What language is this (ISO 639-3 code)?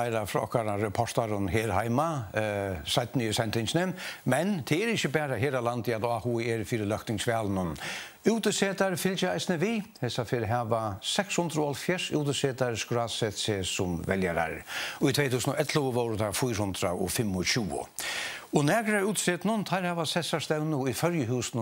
fao